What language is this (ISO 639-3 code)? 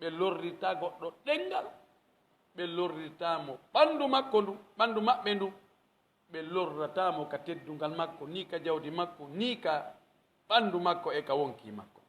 fuf